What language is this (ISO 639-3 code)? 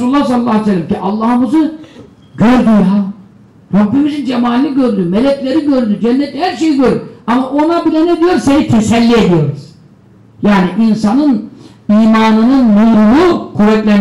tur